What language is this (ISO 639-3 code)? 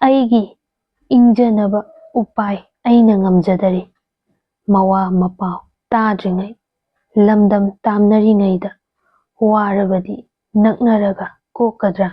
mni